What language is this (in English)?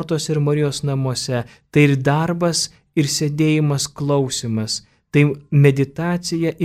Lithuanian